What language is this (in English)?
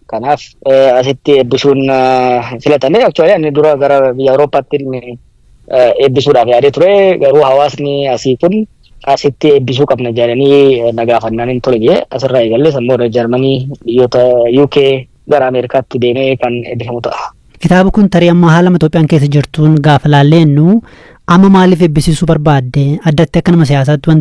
Oromo